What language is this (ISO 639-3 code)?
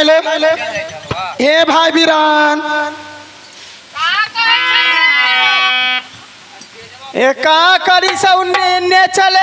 bho